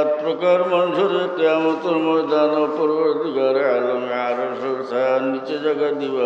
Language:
Sylheti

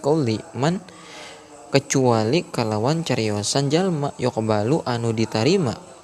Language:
Sundanese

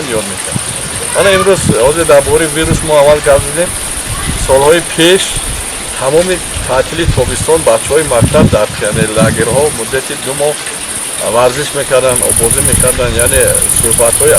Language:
Tajik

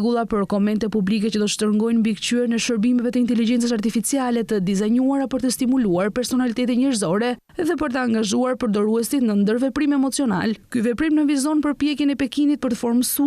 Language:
Albanian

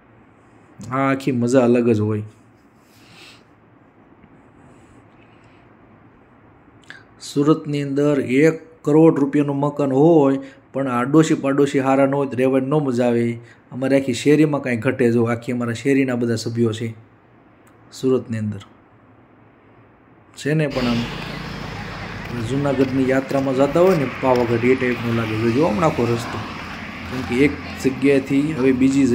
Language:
Gujarati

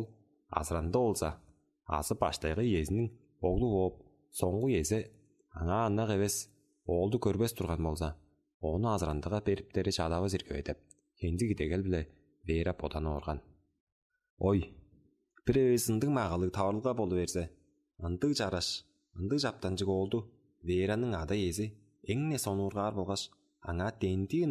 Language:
Tuvinian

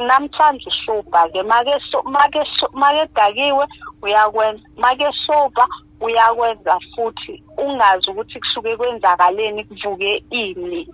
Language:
Zulu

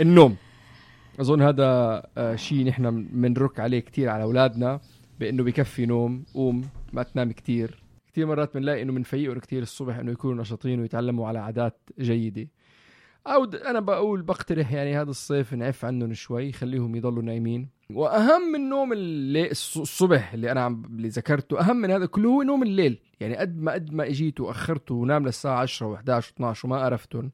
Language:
North Levantine Arabic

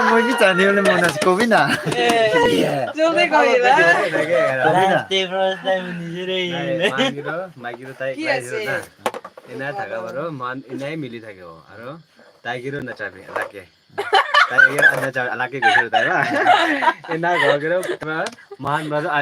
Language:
Naga Pidgin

